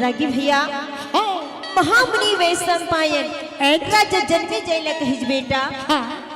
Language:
Chhattisgarhi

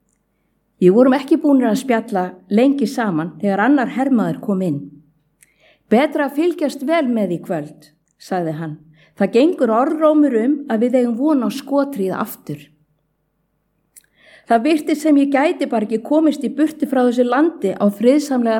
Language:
Icelandic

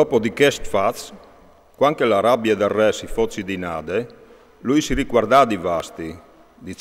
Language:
Friulian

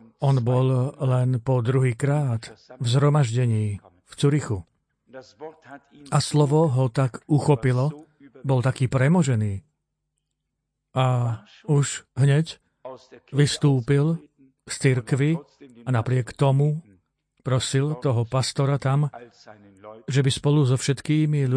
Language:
Slovak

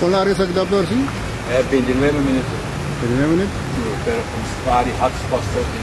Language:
Papiamento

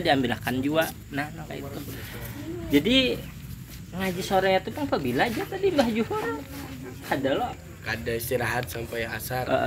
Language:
Banjar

